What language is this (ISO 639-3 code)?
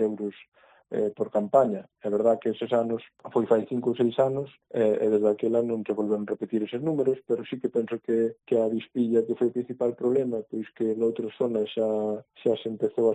glg